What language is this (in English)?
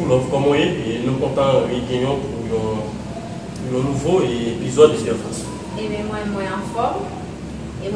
Haitian Creole